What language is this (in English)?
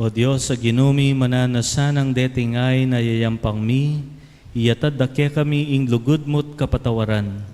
Pampanga